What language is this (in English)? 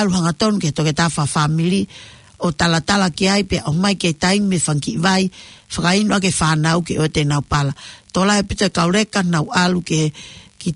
Tongan